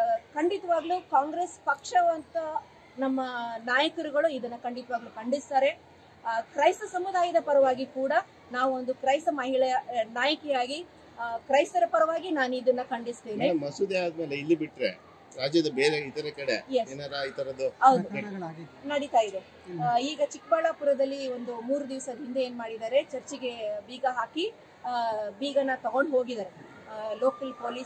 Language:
Kannada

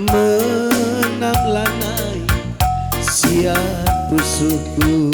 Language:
Batak Karo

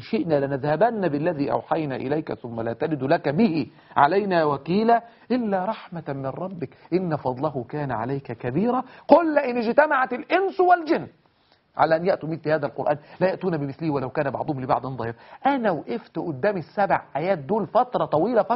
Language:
Egyptian Arabic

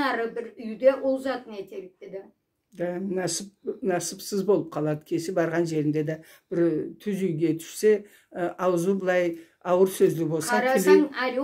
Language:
Karachay-Balkar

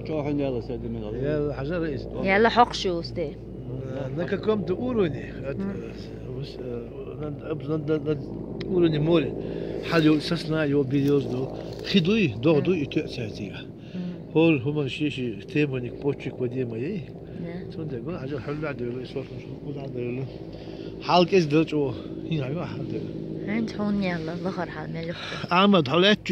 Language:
Chechen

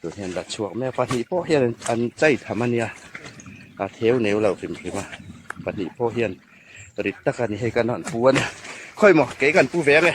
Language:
Hmar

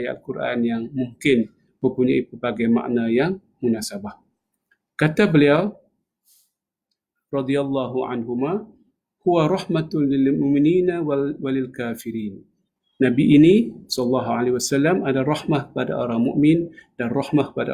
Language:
Malay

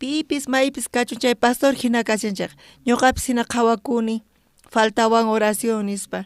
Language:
South Bolivian Quechua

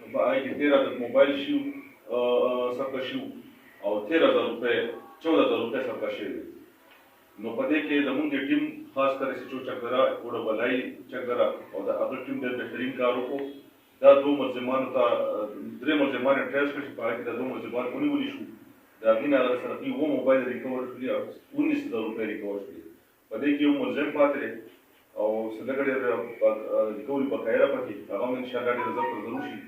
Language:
Pashto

